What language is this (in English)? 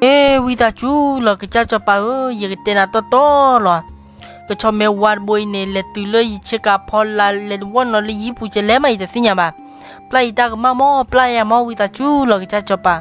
S'gaw Karen